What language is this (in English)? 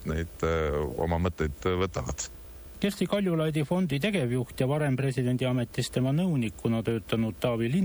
Estonian